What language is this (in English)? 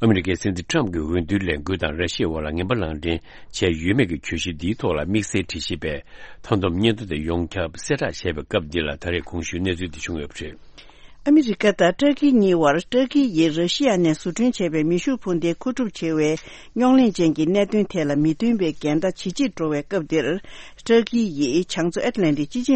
Tibetan